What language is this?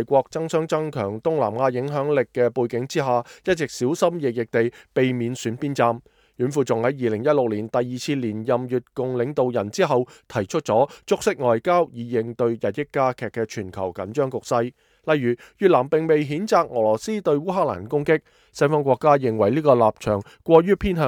Cantonese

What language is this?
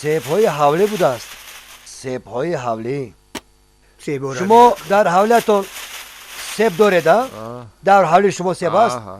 Tajik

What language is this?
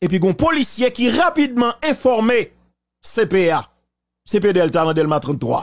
Haitian Creole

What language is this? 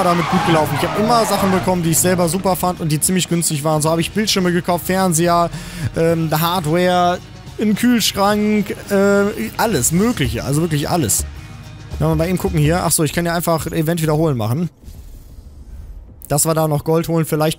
German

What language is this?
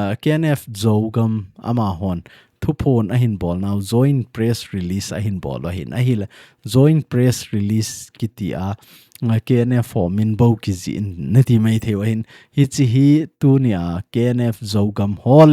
Thado Chin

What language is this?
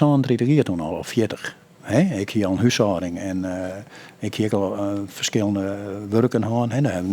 Western Frisian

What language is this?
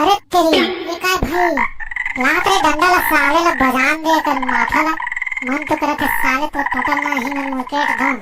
Chhattisgarhi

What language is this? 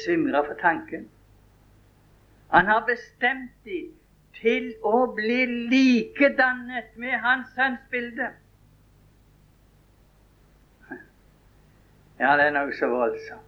Norwegian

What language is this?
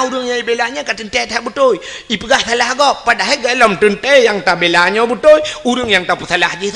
Achinese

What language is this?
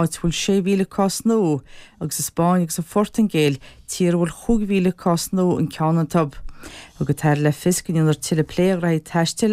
Irish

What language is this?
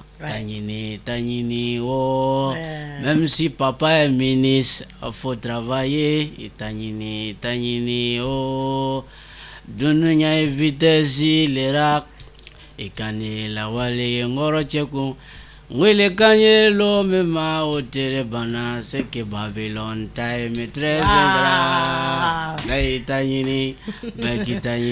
Bambara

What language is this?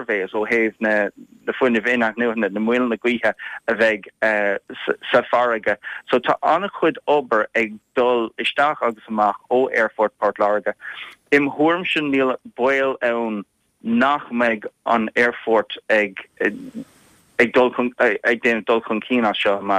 Irish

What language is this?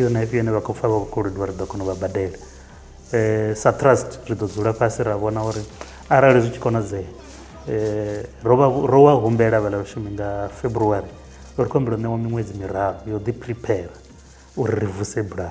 Venda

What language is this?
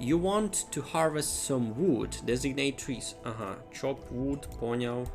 Rusyn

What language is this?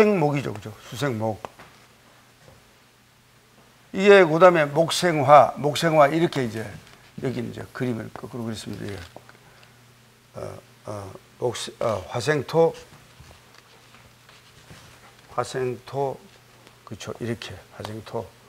Korean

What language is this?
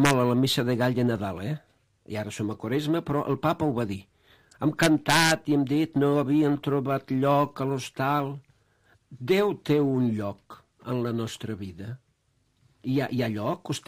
Catalan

